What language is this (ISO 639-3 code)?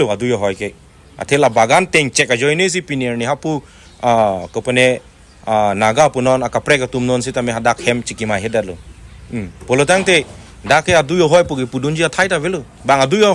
mjw